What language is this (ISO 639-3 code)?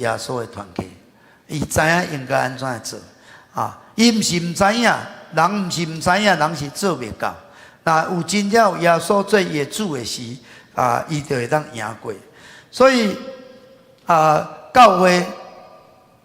nan